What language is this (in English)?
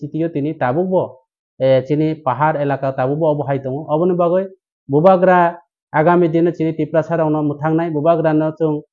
Kok Borok